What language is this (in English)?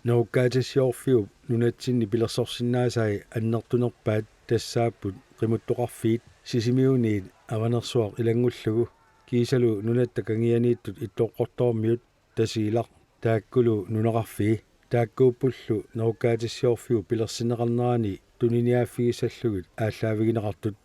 Kalaallisut